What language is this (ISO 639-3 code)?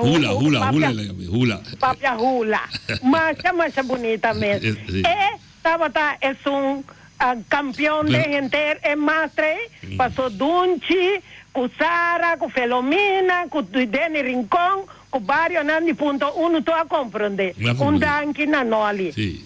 pap